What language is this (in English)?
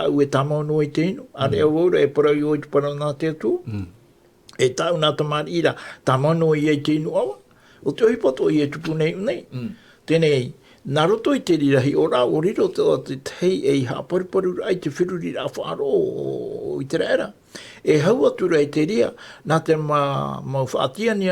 Tahitian